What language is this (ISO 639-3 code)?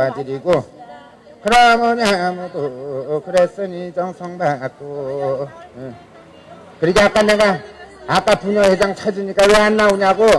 kor